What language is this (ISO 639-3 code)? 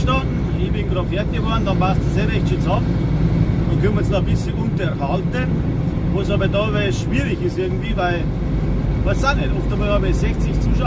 bar